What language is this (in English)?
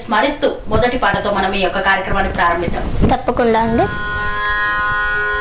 Telugu